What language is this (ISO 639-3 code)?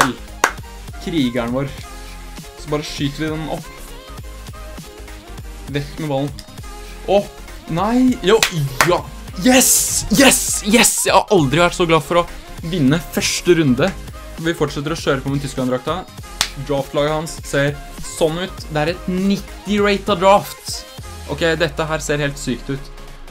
nor